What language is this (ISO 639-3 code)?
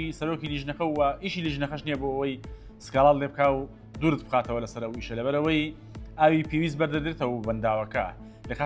ckb